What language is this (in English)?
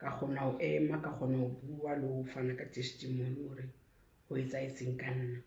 Southern Sotho